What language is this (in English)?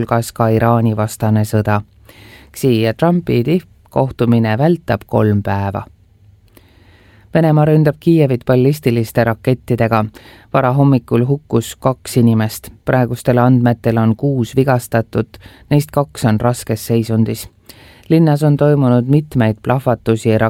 Estonian